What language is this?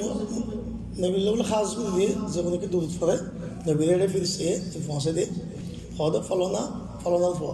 Rohingya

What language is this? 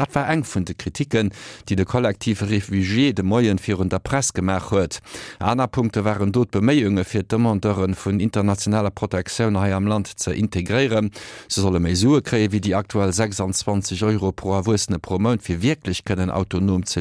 Luxembourgish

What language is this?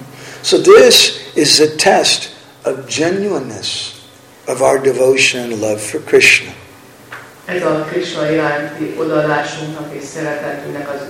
Hungarian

